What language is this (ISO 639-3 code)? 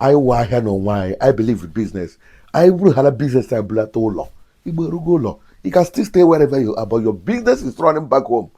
ibo